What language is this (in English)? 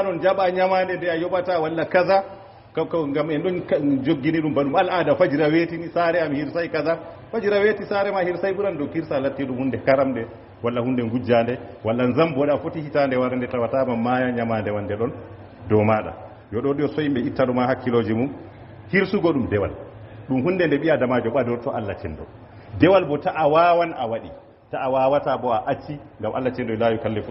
Fula